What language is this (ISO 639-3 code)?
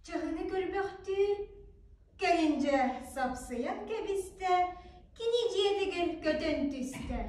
sah